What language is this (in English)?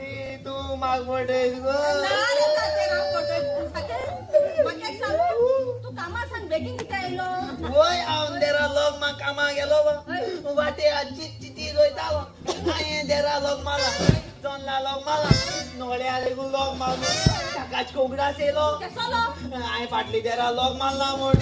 Konkani